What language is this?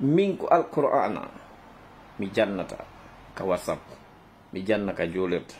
Fula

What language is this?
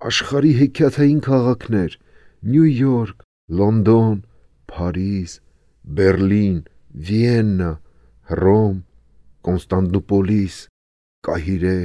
Armenian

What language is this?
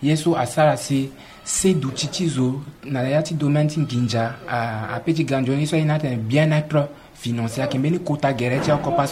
Sango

